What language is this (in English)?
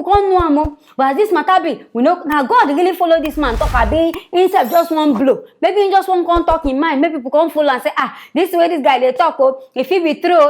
Nigerian Pidgin